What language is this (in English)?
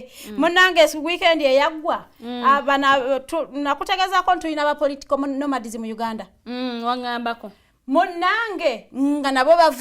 Ganda